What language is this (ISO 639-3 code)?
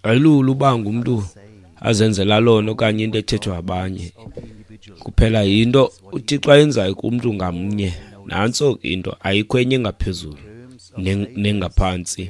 xho